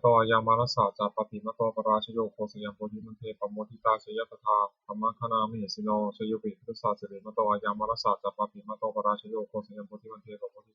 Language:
Pali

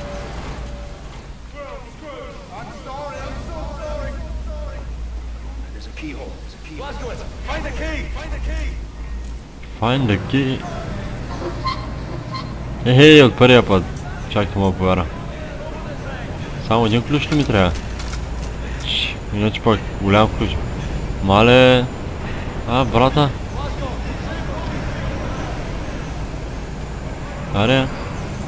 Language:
Bulgarian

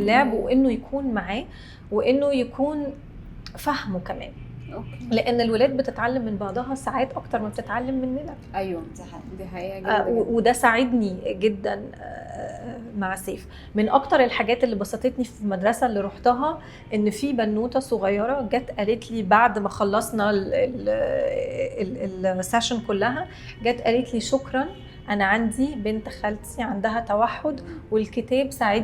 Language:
Egyptian Arabic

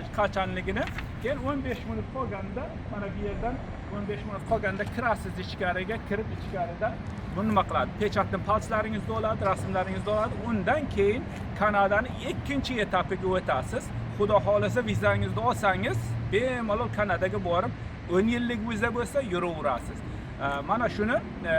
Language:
Uzbek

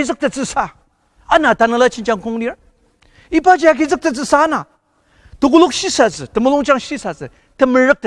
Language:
Ao Naga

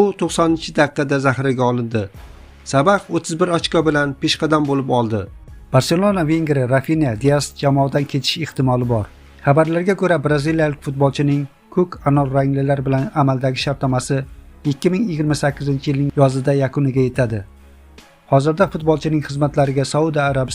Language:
Uzbek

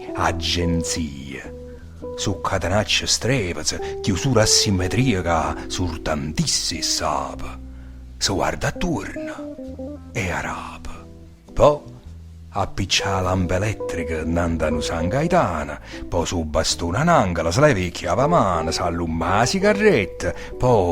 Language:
Neapolitan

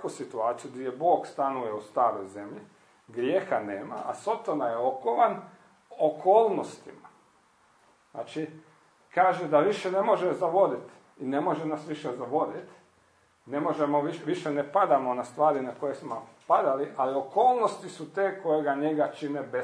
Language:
Croatian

